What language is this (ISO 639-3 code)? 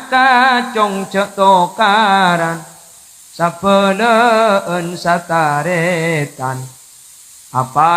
mad